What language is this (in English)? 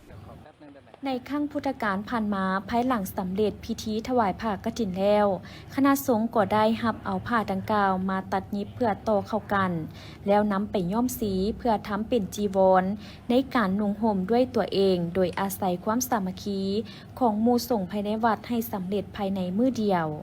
Lao